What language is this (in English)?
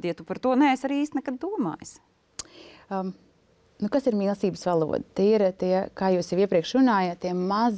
Latvian